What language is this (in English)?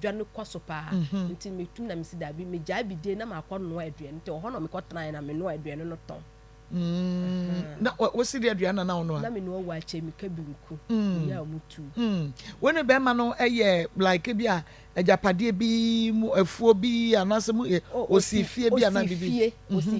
Akan